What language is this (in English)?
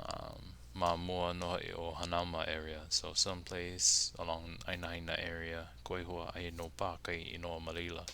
Hawaiian